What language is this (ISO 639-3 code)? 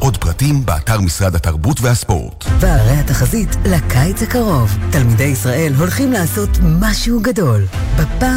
heb